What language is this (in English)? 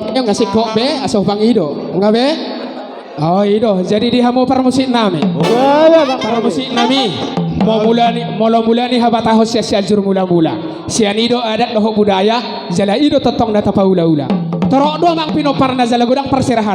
Batak Toba